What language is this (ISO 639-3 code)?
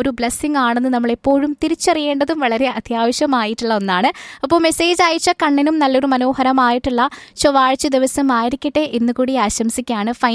mal